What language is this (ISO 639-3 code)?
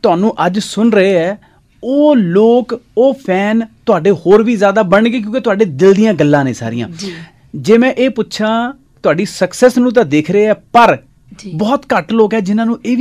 pan